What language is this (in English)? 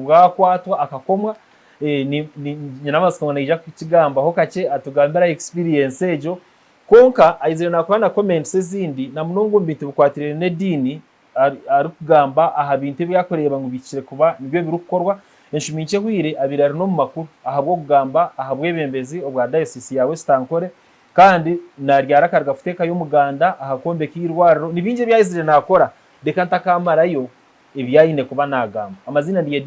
Nyankole